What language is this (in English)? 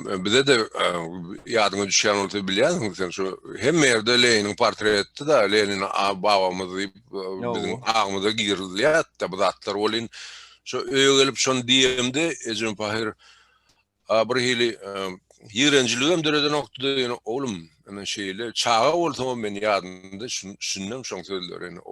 Turkmen